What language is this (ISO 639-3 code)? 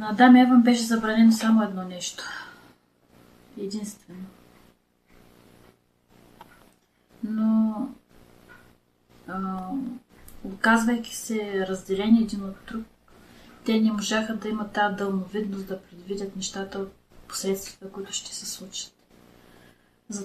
bul